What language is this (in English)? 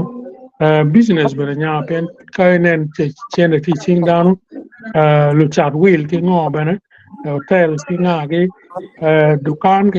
Acoli